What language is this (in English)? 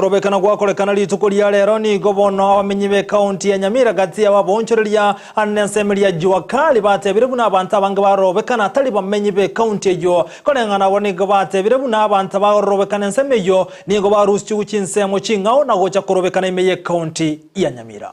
Gusii